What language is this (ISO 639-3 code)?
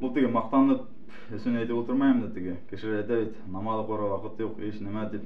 bak